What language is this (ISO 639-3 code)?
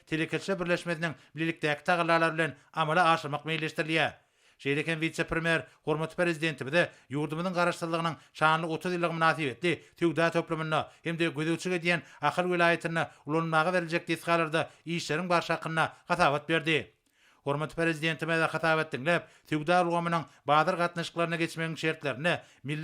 tuk